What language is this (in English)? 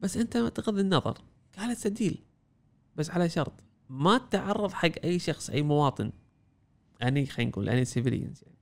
Gulf Arabic